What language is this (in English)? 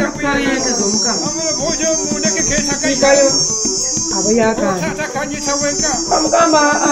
Nyoro